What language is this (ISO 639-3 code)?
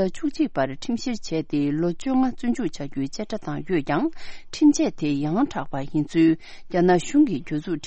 bod